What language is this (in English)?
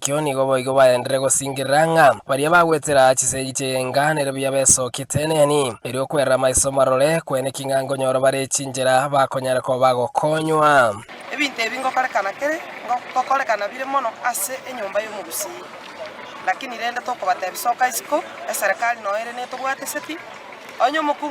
Gusii